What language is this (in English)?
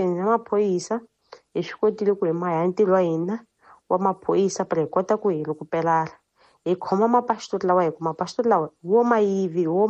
Tsonga